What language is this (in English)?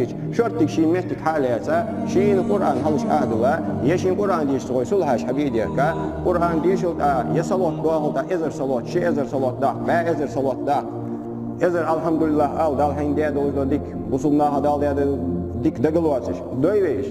Ingush